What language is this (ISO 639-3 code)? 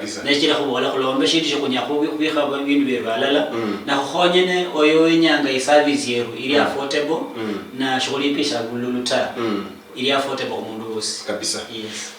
luy